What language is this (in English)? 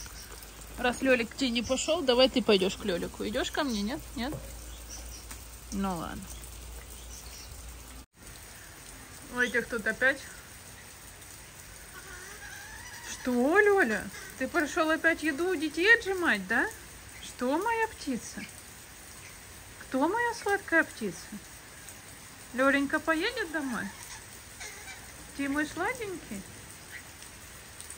Russian